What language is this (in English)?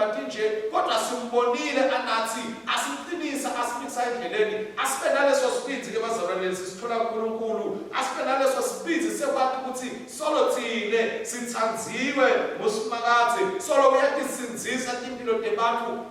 Swati